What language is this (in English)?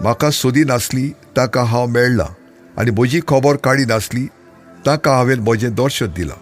Konkani